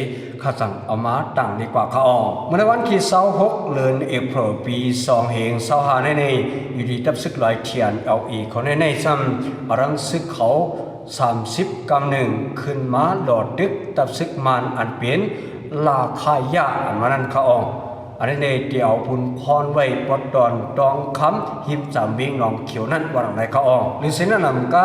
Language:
Shan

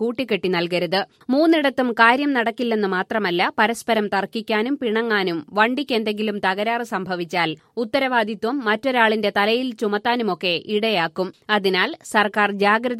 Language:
Malayalam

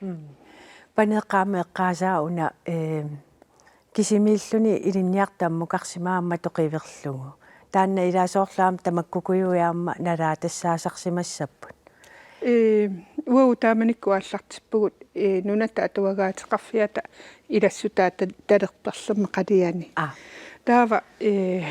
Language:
Kalaallisut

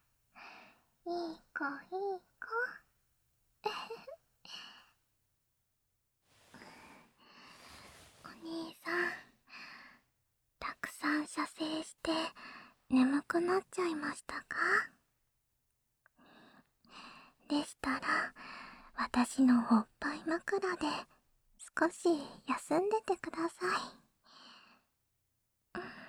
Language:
Japanese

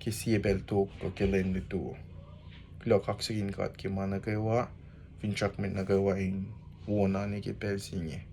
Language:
Kosraean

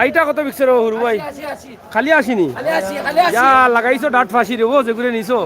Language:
Sylheti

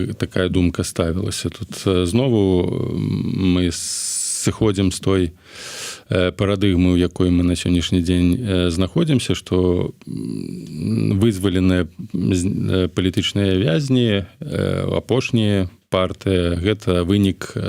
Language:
Belarusian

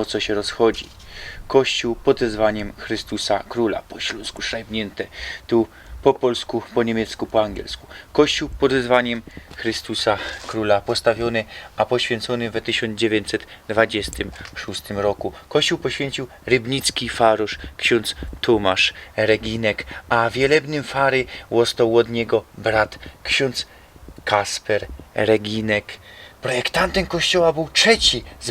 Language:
Silesian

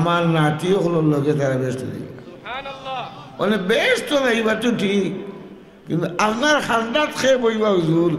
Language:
Sylheti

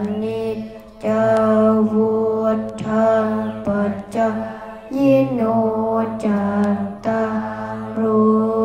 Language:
Thai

